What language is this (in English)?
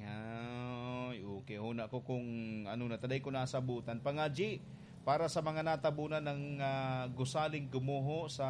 Bikol